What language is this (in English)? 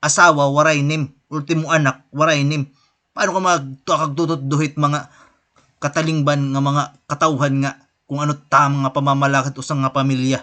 Waray